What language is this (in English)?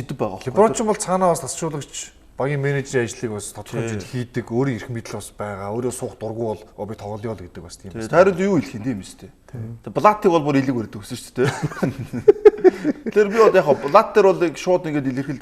Mongolian